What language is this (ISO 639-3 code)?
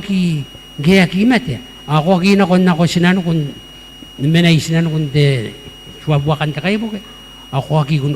gil